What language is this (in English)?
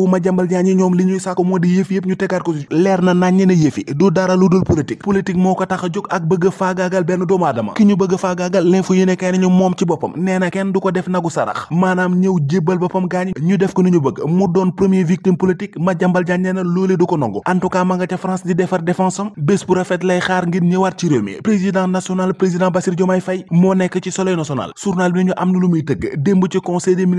Wolof